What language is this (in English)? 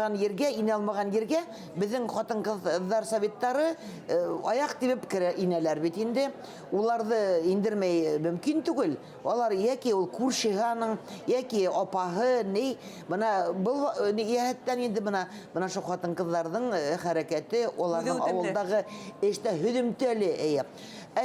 Bashkir